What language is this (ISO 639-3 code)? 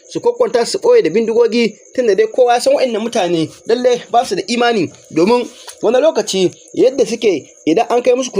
hau